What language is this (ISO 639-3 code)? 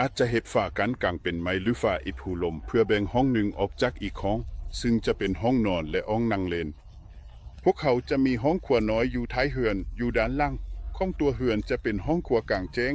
lao